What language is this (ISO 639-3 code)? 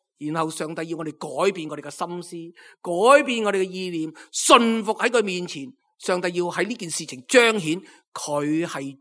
yue